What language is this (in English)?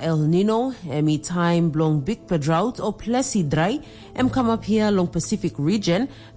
Tok Pisin